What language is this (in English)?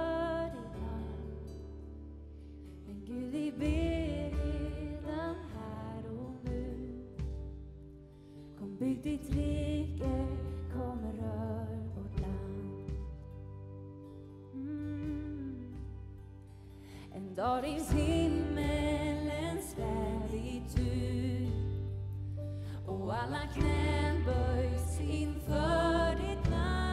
Swedish